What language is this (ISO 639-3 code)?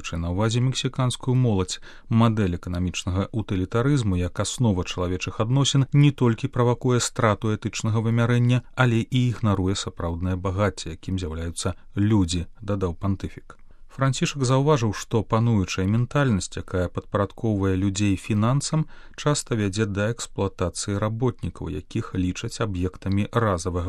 bel